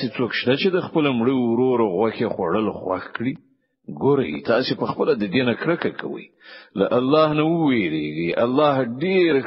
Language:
Pashto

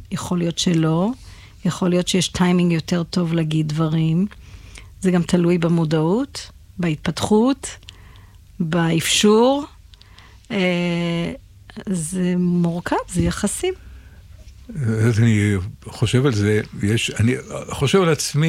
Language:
Hebrew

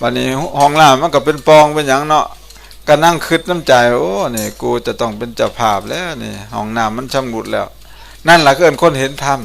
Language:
Northeastern Thai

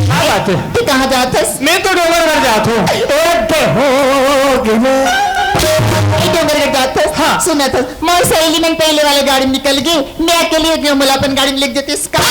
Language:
Chhattisgarhi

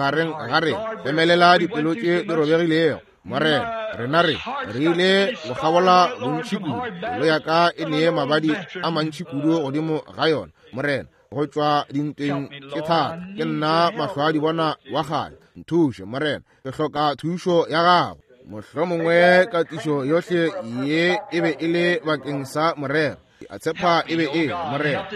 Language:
Northern Sotho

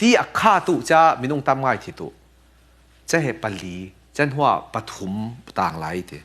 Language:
Falam Chin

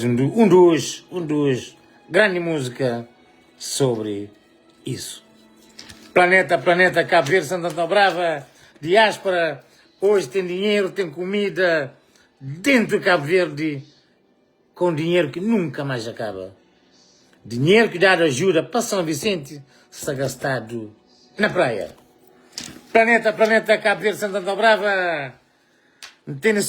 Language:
Kabuverdianu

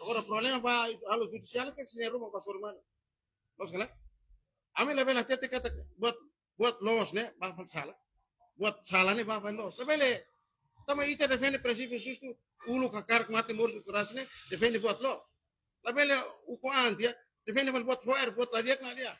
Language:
Tetum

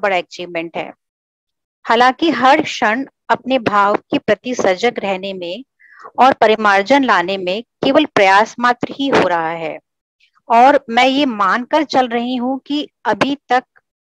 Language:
Hindi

